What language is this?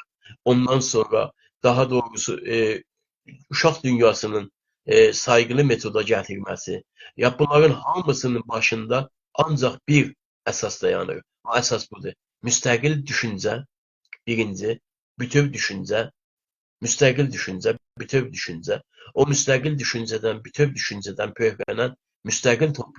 South Azerbaijani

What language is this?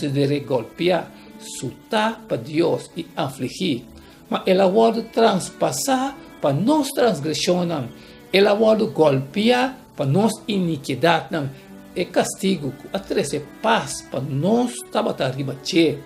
Papiamento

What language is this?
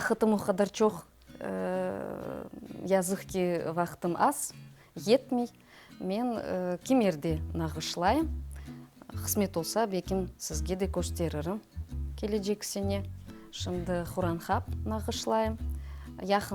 Crimean Tatar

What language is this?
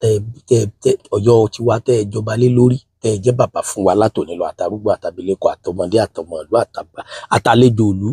Yoruba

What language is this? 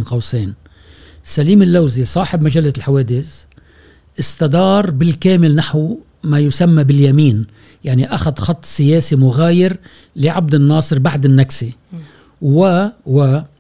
Gulf Arabic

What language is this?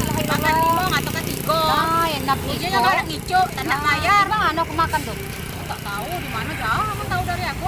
Musi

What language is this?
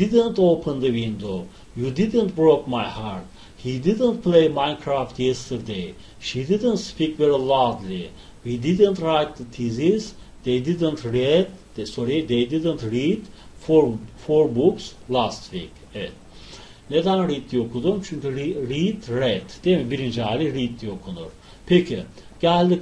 Turkish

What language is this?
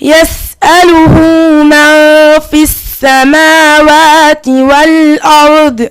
Fula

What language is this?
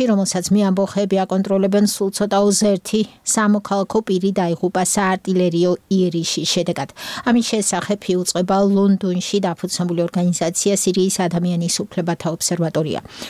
Georgian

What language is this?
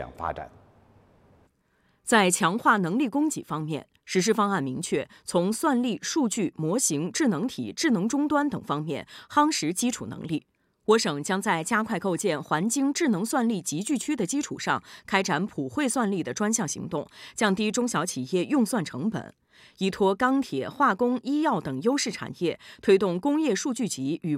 Chinese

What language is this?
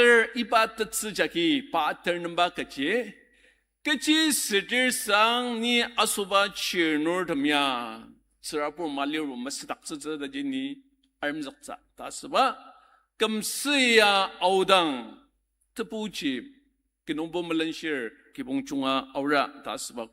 Ao Naga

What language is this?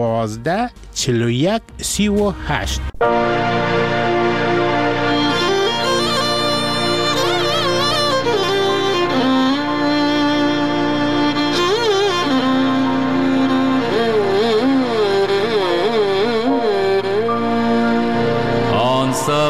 Persian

